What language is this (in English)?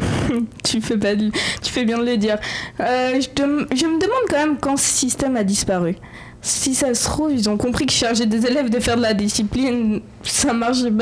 French